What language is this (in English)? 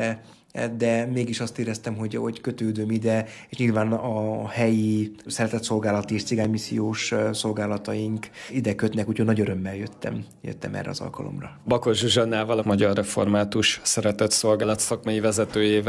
Hungarian